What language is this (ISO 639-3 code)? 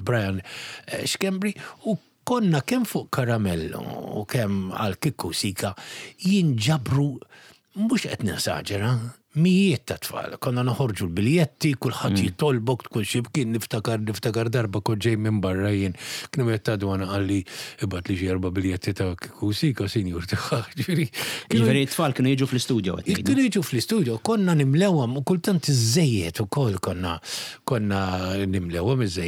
mlt